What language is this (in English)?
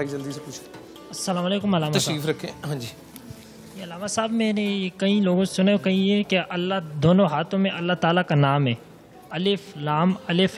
Urdu